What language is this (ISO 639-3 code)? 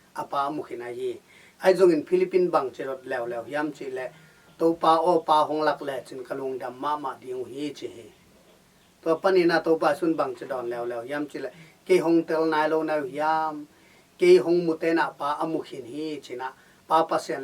ctd